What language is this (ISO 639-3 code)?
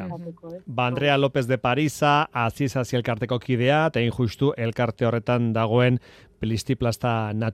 eus